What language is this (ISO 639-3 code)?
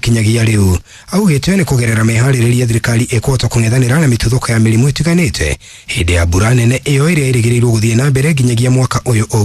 kik